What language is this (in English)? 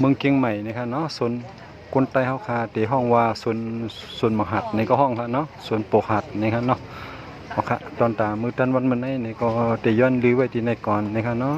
Shan